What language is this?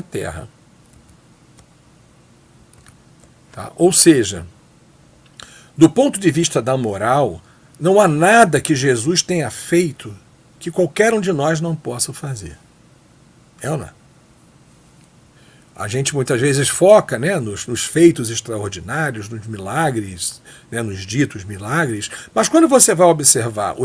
Portuguese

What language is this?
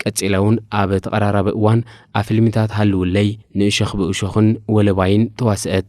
Tigrinya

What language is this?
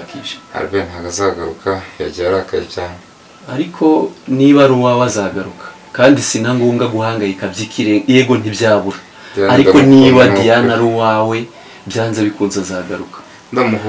Kinyarwanda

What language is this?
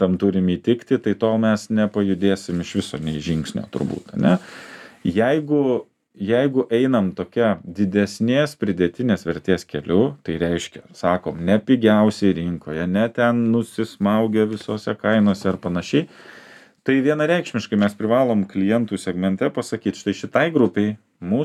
Lithuanian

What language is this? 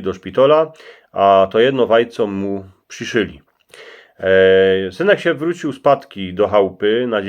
Silesian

